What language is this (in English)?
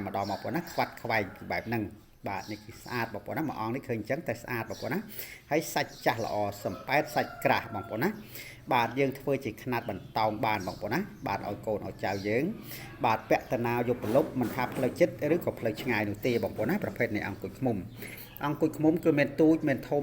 Khmer